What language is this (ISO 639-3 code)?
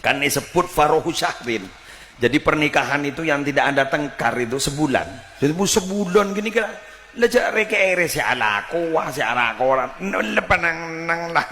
mad